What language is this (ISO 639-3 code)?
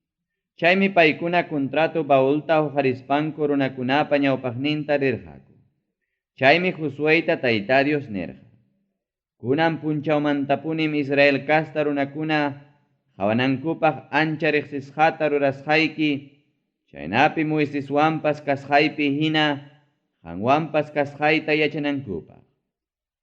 quy